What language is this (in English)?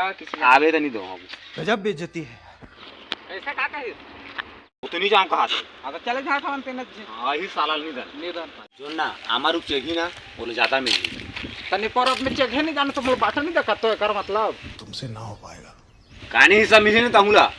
Chhattisgarhi